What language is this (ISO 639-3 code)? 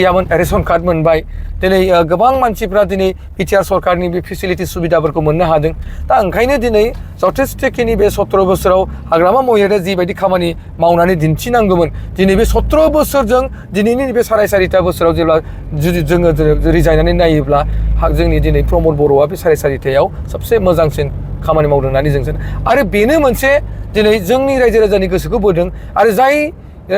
brx